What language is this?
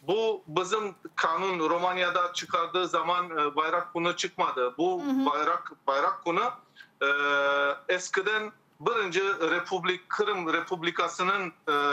Crimean Tatar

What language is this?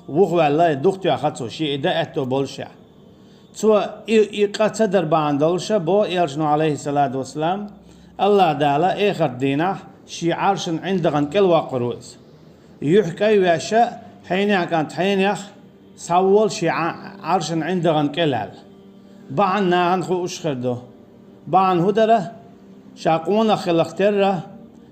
Chechen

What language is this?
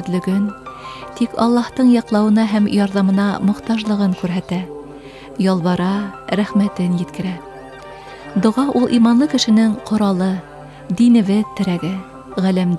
Bashkir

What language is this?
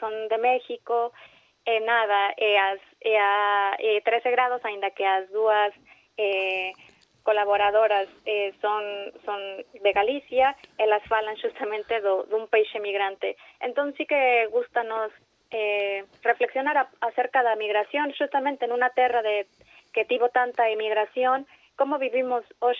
Galician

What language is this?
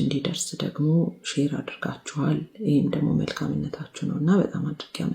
Amharic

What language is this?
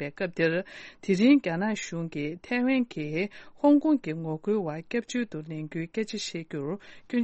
Tibetan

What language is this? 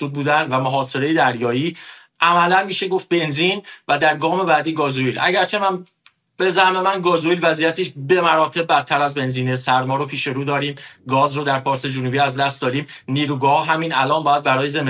Persian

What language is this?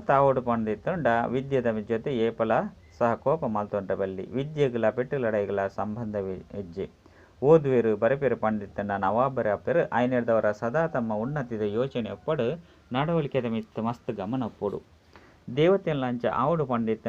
Tulu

